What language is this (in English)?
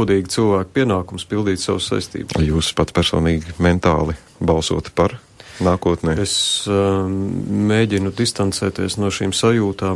Latvian